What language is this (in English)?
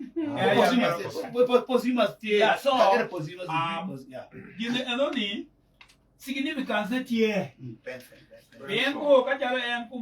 Acoli